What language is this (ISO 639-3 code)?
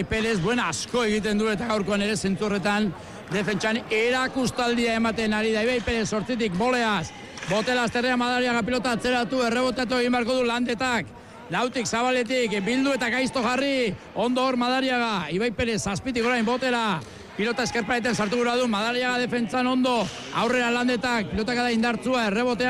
eus